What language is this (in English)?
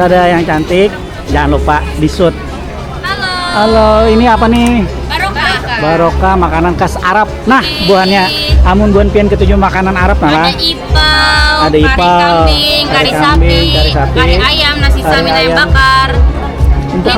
Banjar